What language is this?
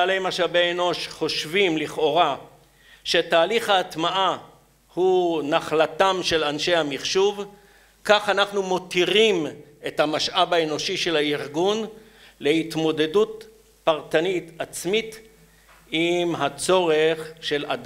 Hebrew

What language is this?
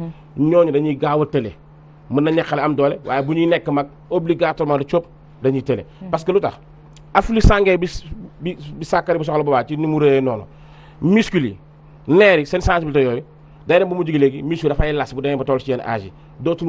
Wolof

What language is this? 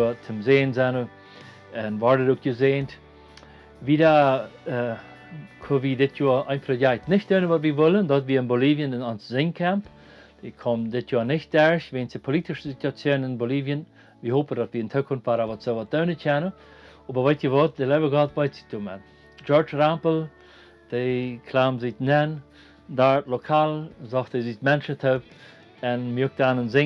Plautdietsch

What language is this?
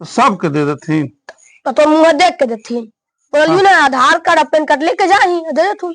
Magahi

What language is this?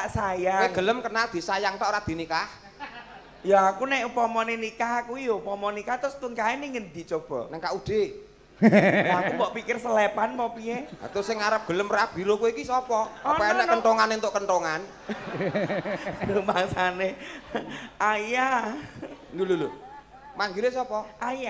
Javanese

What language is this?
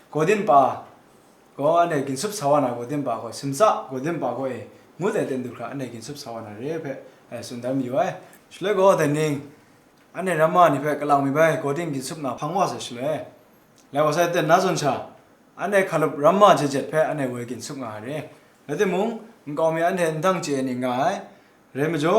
Kachin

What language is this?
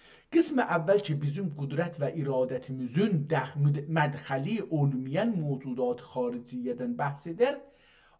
South Azerbaijani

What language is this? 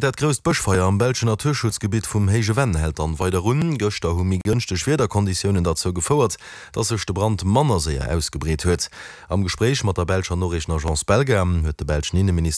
Luxembourgish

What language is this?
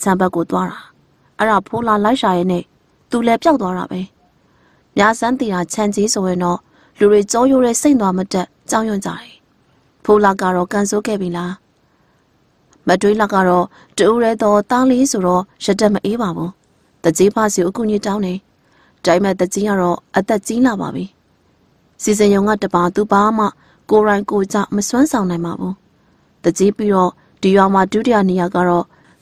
Burmese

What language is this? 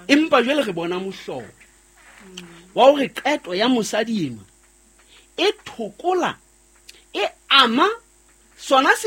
Southern Sotho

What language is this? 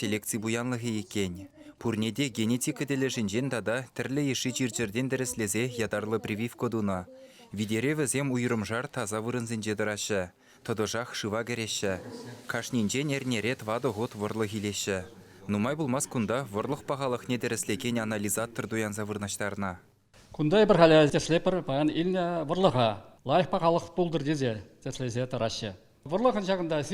Chuvash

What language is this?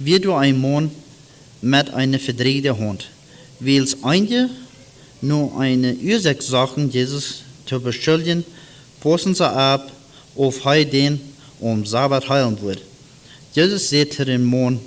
Plautdietsch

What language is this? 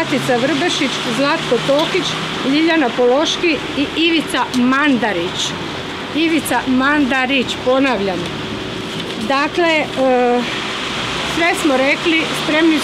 Croatian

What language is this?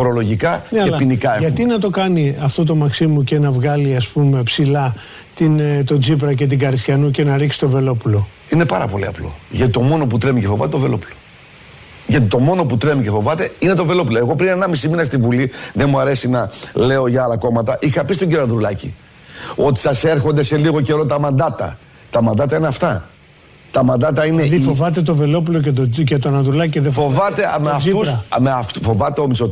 Greek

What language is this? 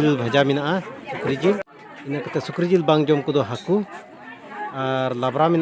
Santali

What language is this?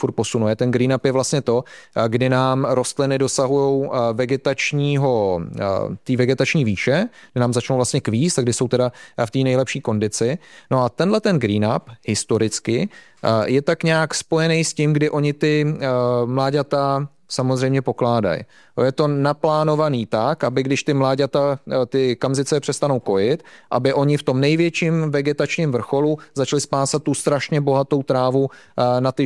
Czech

